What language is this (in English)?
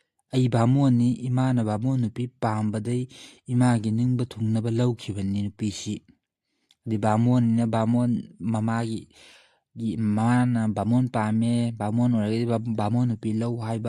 Manipuri